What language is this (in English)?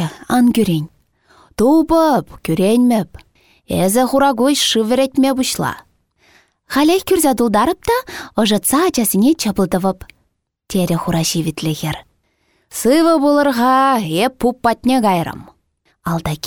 Chuvash